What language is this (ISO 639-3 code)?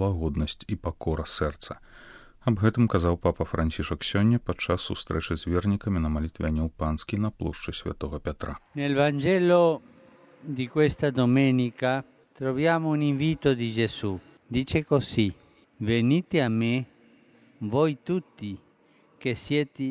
bel